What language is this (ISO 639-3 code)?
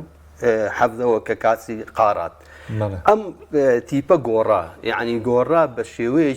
ckb